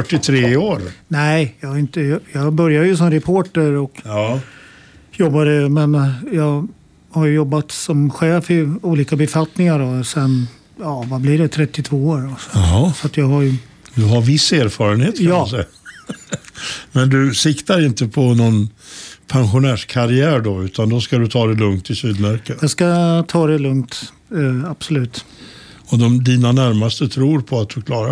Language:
Swedish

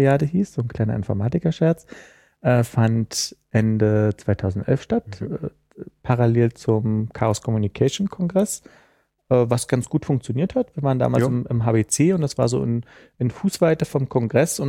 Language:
German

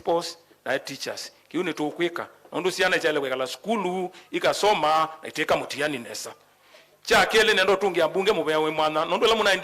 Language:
Kamba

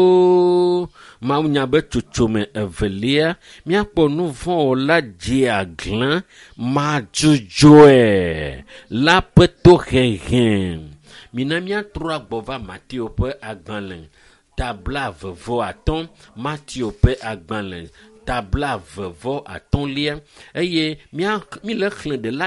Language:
Ewe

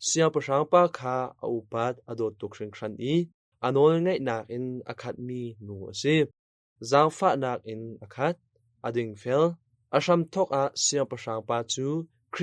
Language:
Hakha Chin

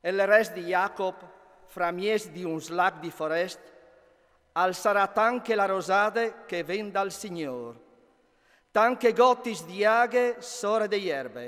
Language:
Friulian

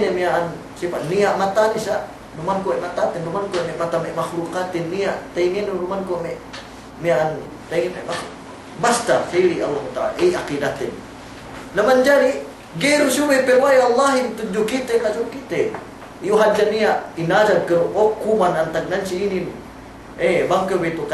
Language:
Yakan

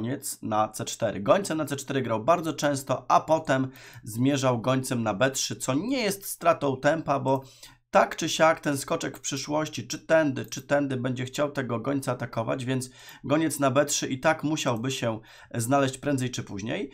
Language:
Polish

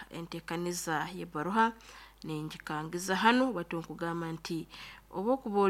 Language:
Nyankole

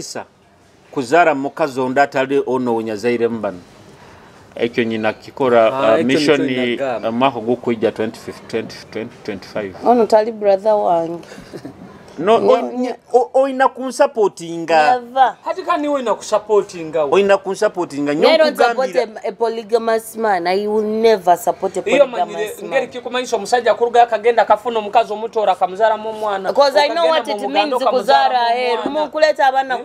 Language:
Nyoro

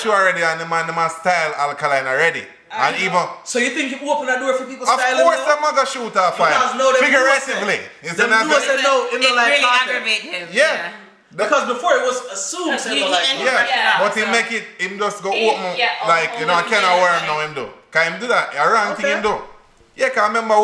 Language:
Jamaican Creole English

